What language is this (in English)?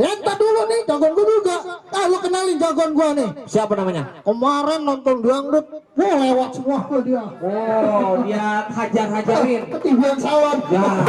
Betawi